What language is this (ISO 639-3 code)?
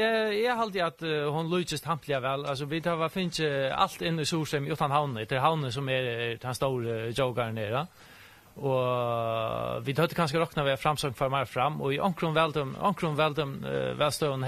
fao